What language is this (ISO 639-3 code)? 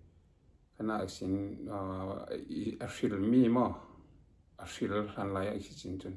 cfm